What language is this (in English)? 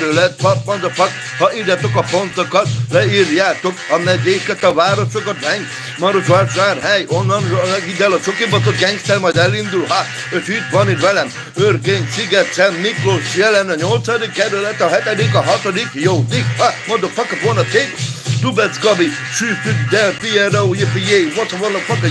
Hungarian